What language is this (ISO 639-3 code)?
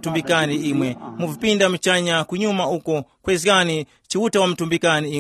tum